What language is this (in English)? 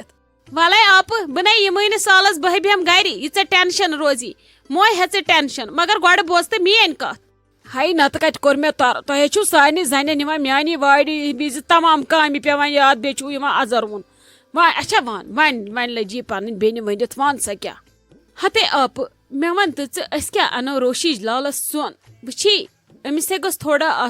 Kashmiri